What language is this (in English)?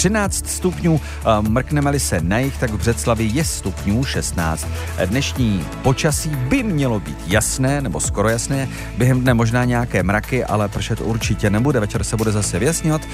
Czech